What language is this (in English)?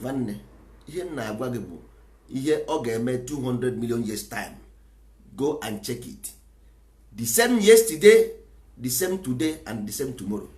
Igbo